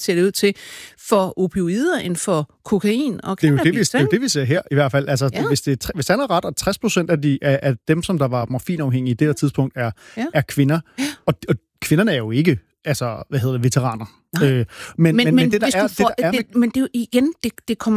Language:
Danish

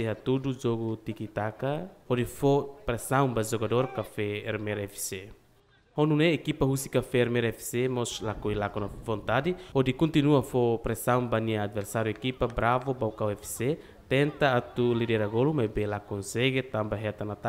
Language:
Tetum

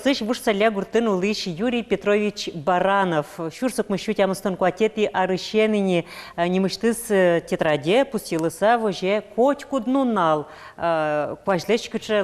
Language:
Udmurt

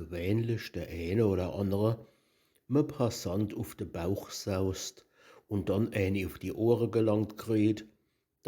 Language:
Palatine German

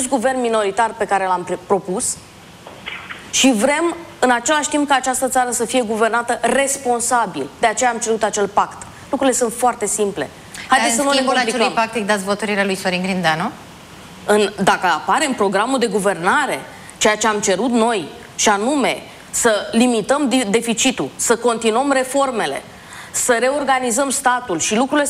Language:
Romanian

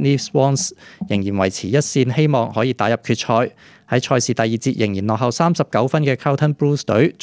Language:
Cantonese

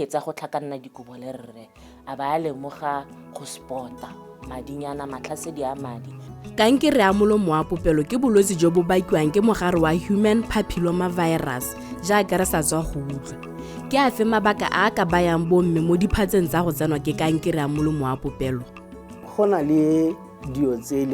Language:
Tswana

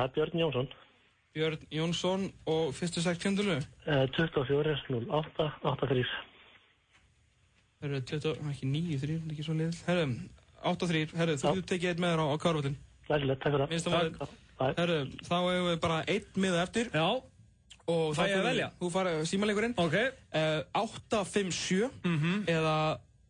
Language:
Icelandic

